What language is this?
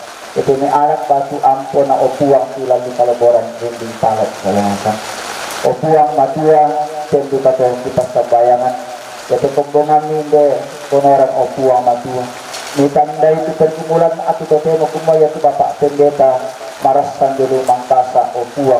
Toraja-Sa'dan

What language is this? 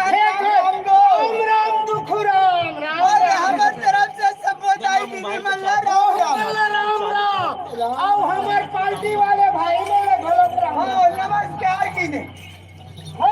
Chhattisgarhi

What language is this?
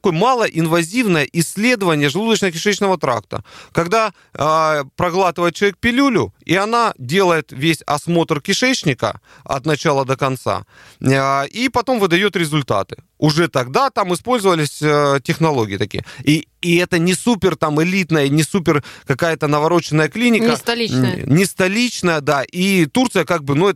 Russian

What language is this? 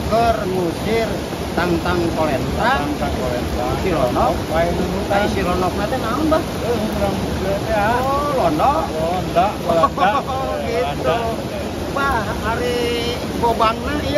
Sundanese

